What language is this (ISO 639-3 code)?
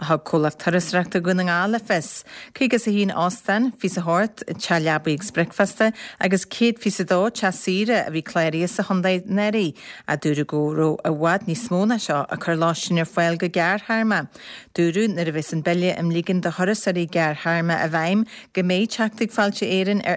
gle